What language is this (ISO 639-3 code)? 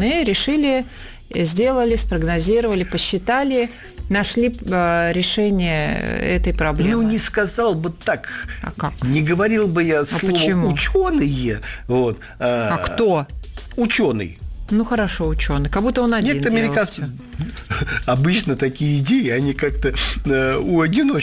rus